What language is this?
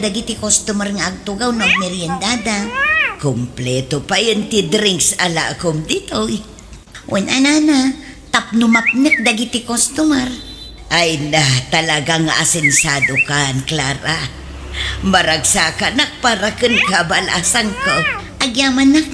Iloko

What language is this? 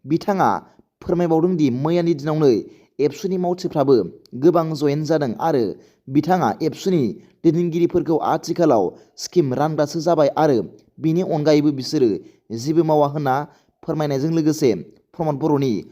Bodo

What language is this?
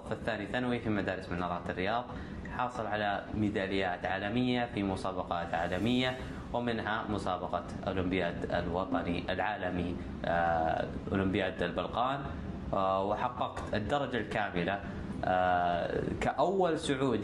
Najdi Arabic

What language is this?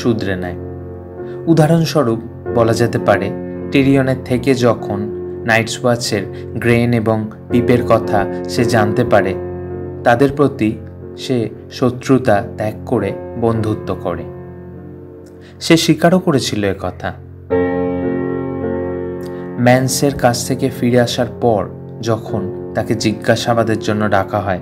Bangla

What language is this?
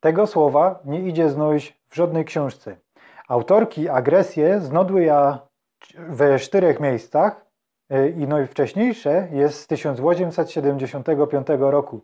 Silesian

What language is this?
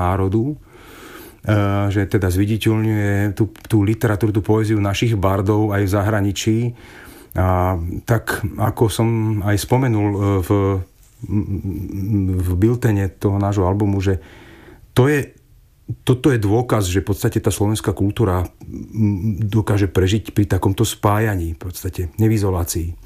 Slovak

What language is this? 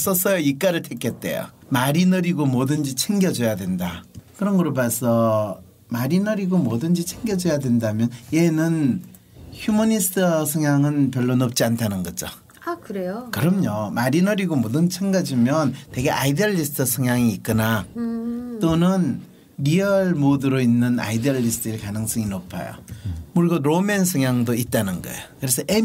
Korean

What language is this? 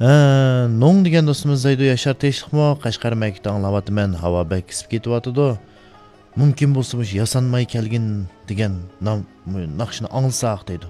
Uyghur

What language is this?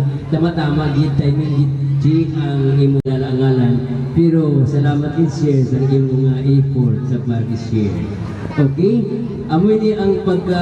Hiligaynon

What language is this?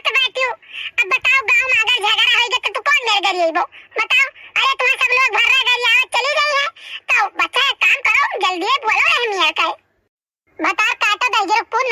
Awadhi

